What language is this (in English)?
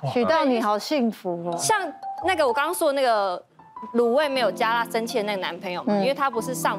Chinese